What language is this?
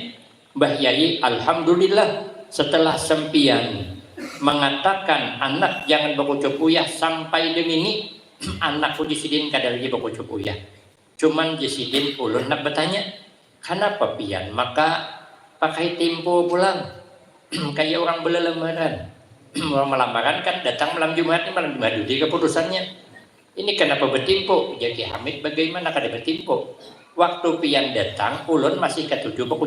Banjar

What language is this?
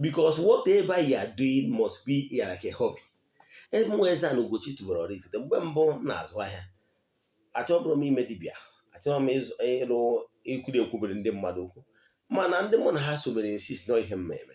Igbo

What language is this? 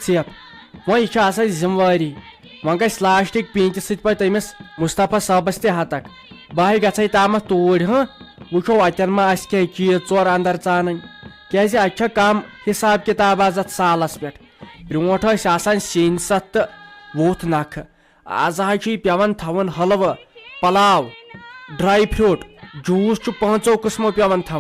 Kashmiri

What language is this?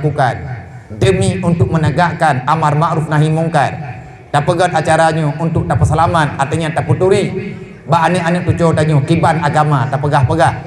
Achinese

